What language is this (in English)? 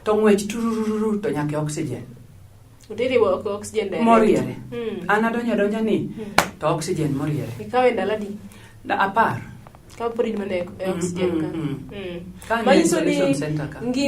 Luo (Kenya and Tanzania)